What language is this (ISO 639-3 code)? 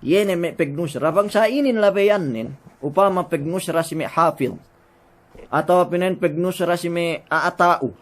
yka